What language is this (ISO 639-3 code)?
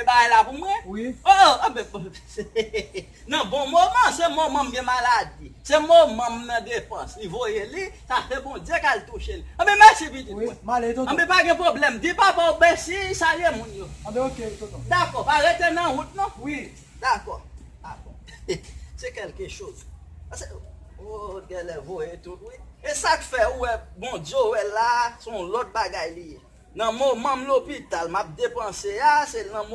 hat